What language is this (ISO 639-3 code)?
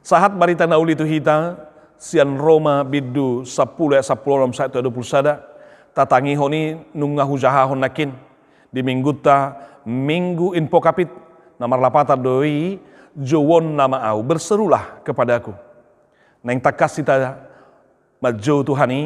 bbc